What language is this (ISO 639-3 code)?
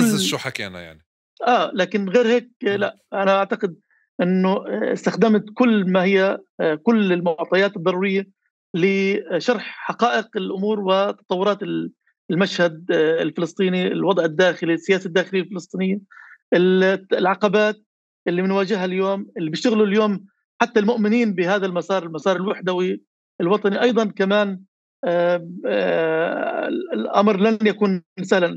apc